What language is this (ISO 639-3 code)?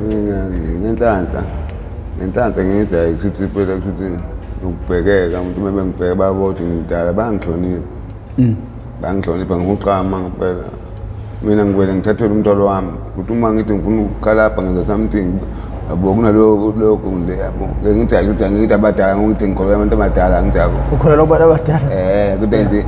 zul